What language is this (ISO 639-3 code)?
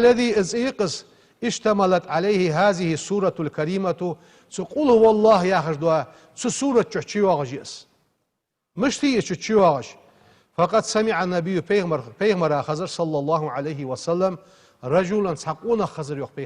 inh